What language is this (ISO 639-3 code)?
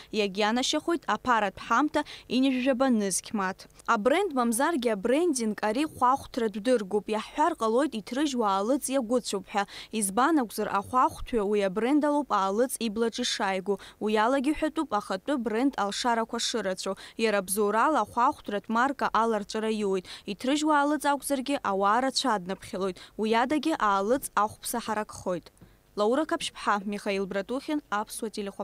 abk